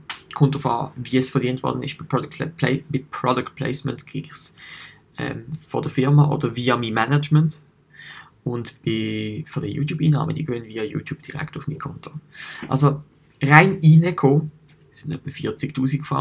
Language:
Swiss German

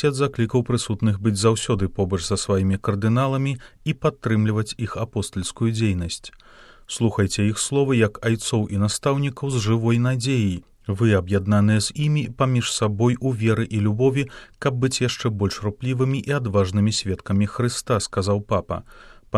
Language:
Belarusian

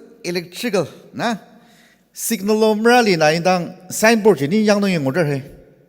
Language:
Ao Naga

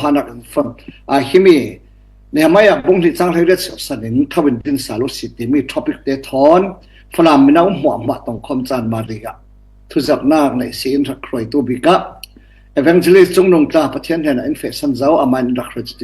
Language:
Falam Chin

